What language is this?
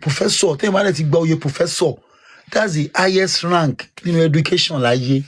Yoruba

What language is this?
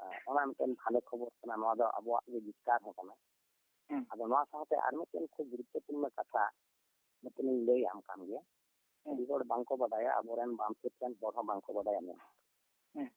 Santali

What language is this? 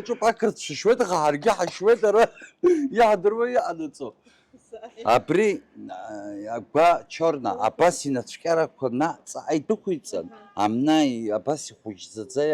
Abkhazian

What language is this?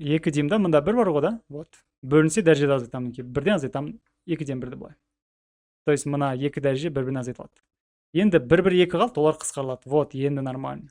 Kazakh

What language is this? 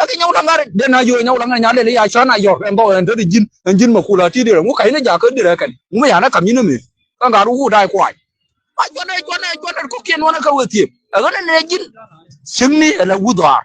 Nuer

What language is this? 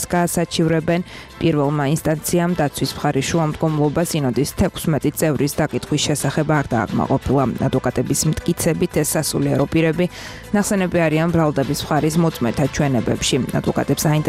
Georgian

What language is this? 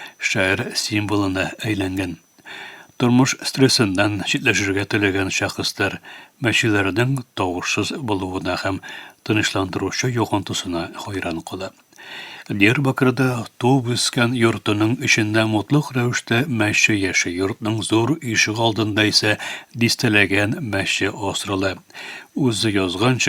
Tatar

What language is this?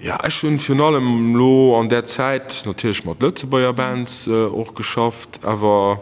Luxembourgish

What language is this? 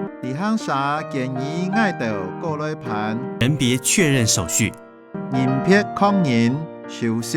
Hakka Chinese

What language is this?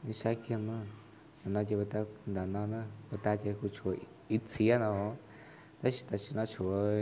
Hmong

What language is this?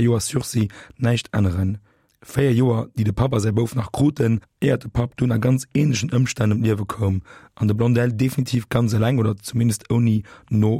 Luxembourgish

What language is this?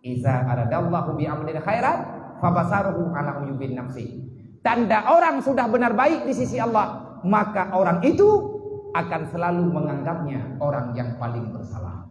Achinese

